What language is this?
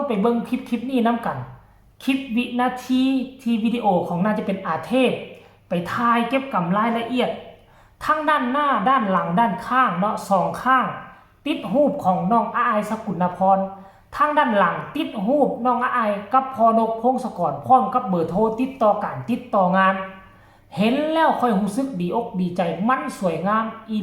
Northeastern Thai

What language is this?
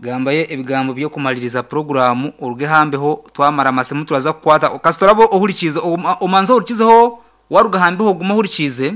Nyankole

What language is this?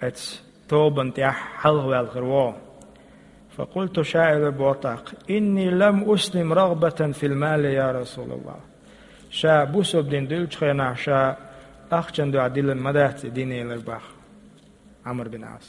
Chechen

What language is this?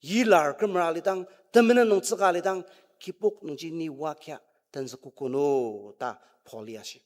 Ao Naga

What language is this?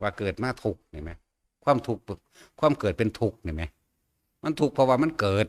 Northeastern Thai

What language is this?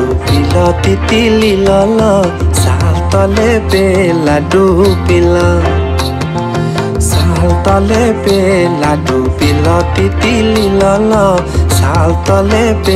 Bangla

